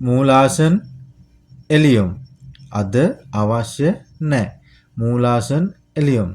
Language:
Sinhala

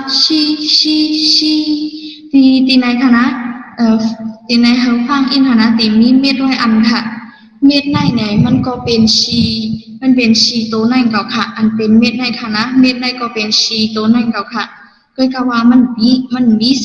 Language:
Shan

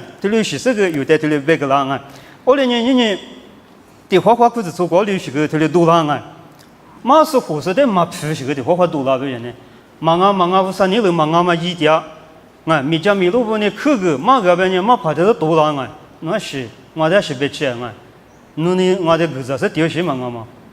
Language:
Lisu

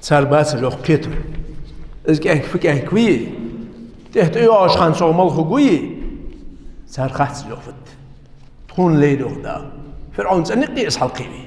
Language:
Ingush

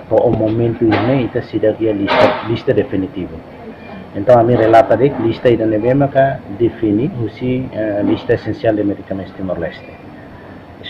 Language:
Tetum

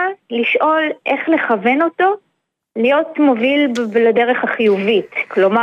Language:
Hebrew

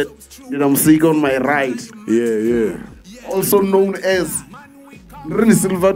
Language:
Venda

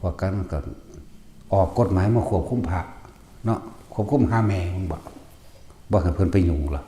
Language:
Northeastern Thai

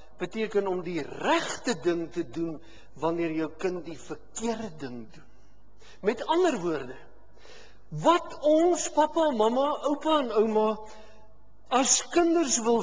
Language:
Afrikaans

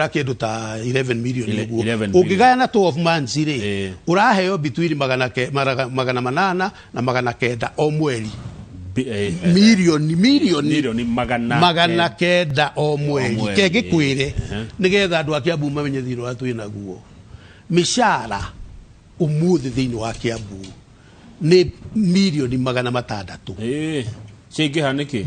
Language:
Kikuyu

